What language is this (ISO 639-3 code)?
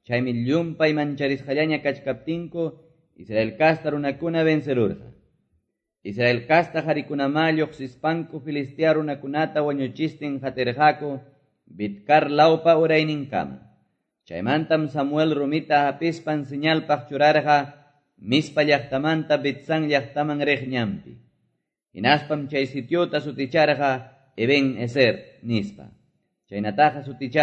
que